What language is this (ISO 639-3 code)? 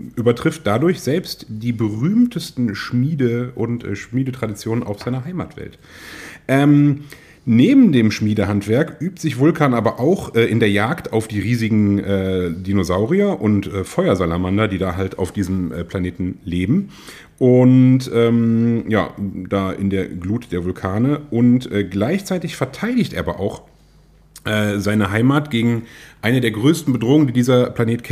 deu